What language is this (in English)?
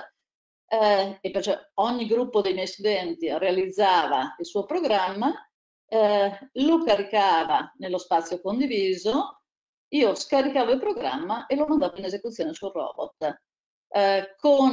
Italian